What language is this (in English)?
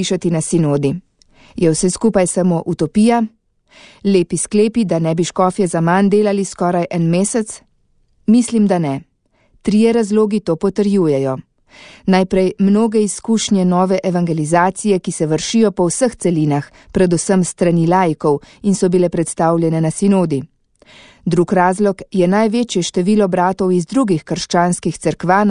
Slovenian